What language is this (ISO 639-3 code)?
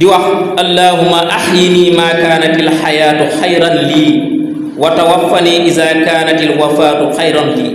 wol